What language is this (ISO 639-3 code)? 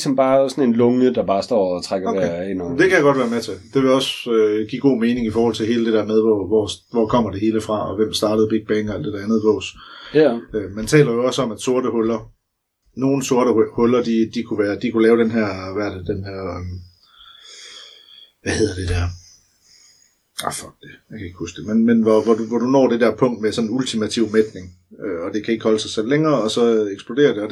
dan